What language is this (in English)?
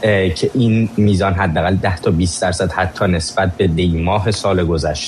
Persian